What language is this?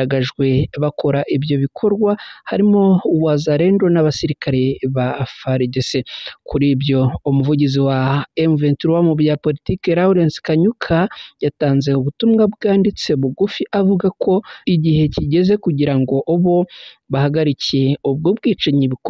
Kinyarwanda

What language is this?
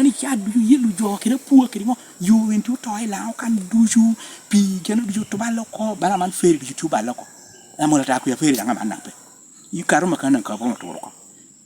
Lango (Uganda)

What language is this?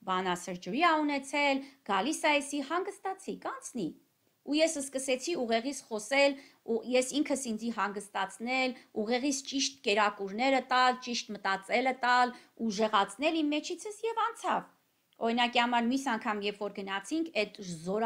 Armenian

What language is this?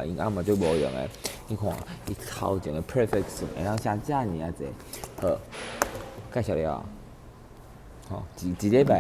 Min Nan Chinese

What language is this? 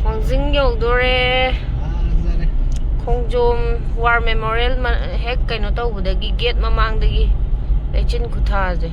Manipuri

